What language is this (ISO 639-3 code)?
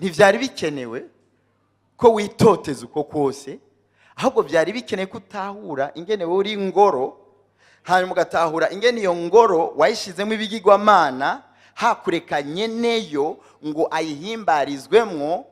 run